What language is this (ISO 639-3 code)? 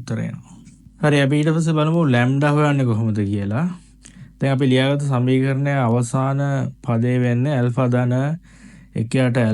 sin